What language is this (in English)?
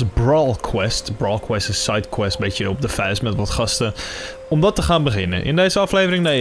Dutch